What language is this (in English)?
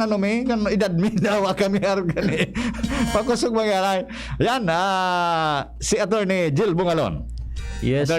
Bikol